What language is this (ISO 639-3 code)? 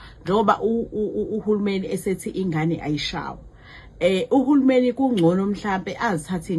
zul